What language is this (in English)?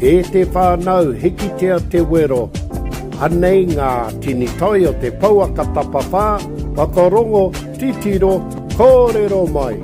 Māori